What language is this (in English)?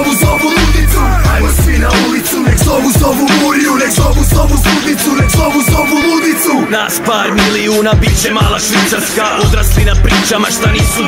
Croatian